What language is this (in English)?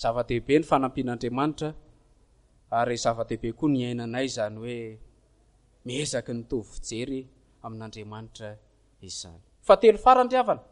Malagasy